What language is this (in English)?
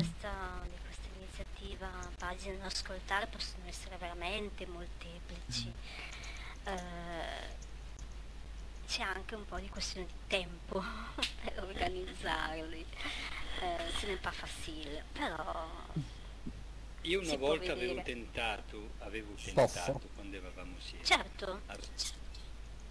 Italian